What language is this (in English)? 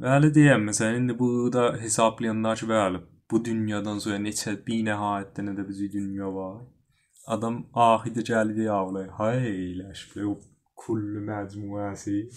South Azerbaijani